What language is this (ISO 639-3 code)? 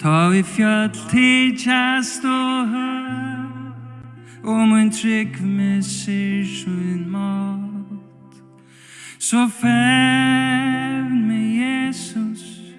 fao